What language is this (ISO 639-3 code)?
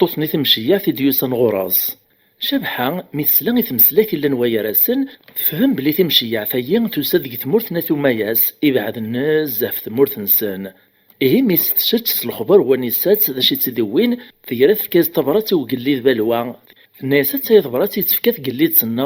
kab